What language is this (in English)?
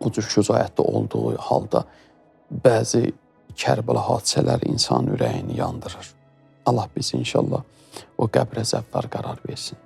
Azerbaijani